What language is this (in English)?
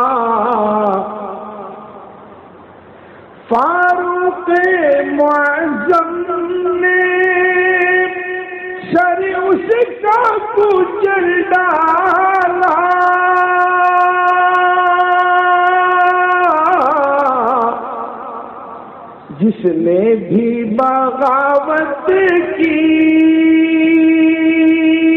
Urdu